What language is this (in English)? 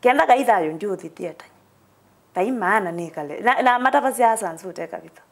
Kamba